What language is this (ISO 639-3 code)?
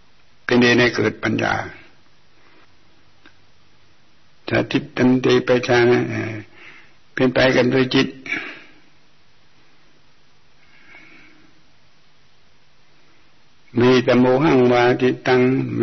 tha